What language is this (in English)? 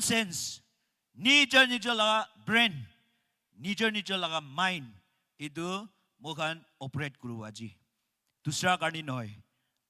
Naga Pidgin